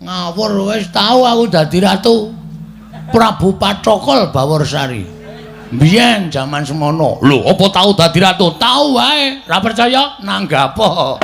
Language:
Javanese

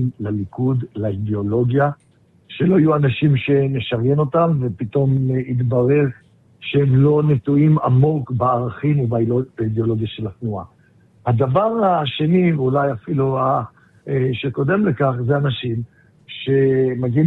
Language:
Hebrew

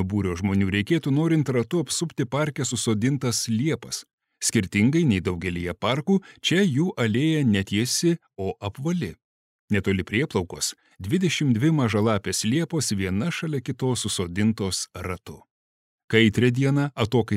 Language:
Lithuanian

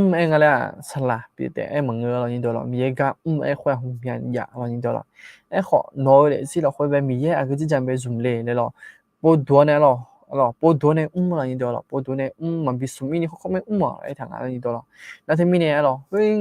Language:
Akha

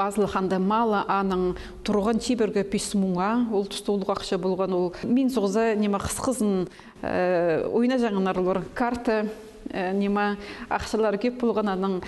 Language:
Khakas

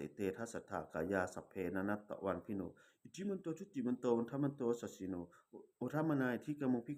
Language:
Pali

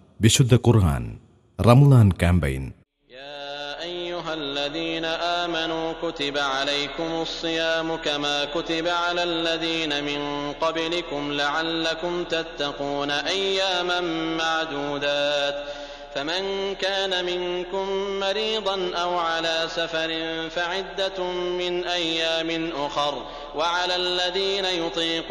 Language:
Malayalam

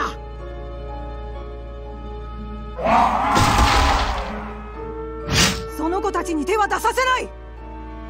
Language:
Japanese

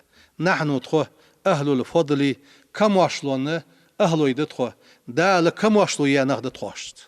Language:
Ingush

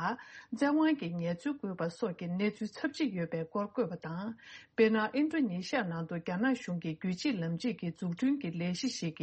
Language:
Tibetan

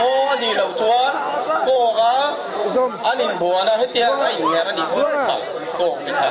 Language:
Hakha Chin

